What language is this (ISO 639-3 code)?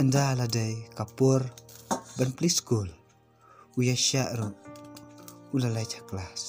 kha